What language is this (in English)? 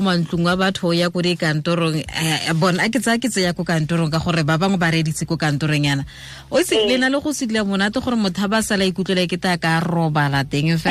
Tswana